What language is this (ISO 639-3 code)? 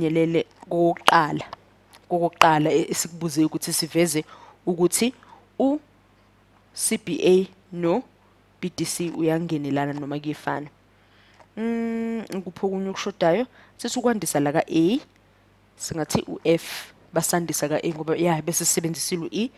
zul